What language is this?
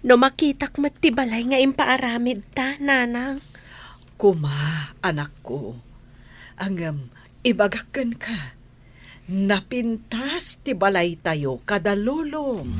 Iloko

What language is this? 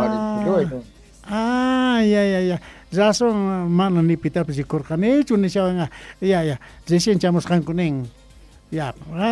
Quechua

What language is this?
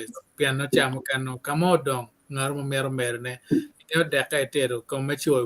Acoli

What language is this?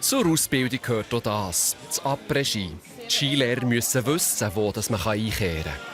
Swiss German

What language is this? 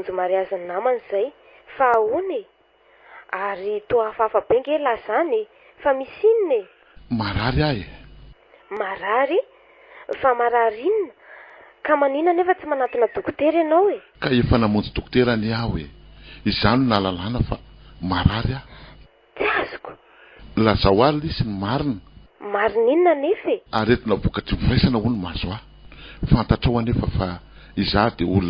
Malagasy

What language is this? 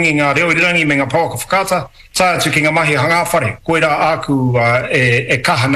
Māori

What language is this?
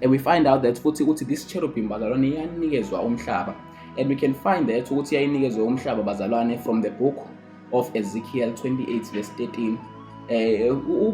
Zulu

